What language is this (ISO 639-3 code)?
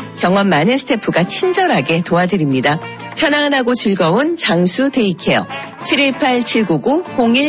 kor